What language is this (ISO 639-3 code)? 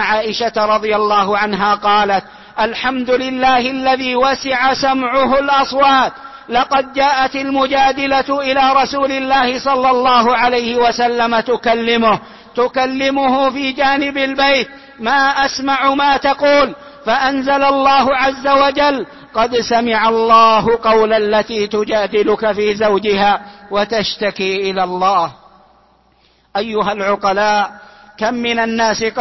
ara